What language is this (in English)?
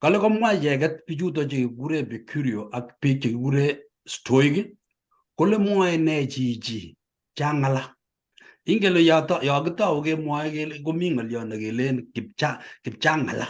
Kalenjin